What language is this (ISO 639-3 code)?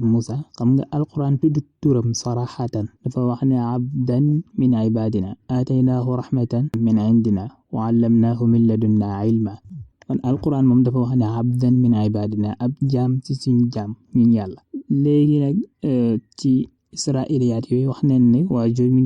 wol